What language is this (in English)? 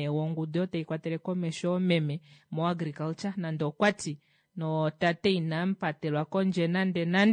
Kuanyama